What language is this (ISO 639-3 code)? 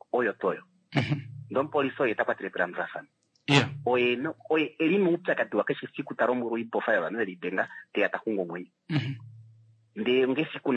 kua